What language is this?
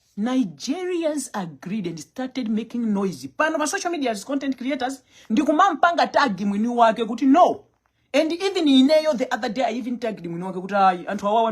Nyanja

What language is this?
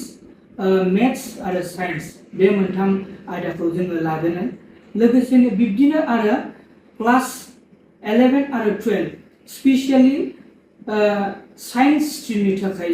Bodo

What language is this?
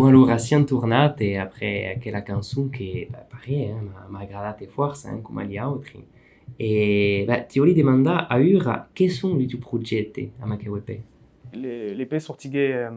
Occitan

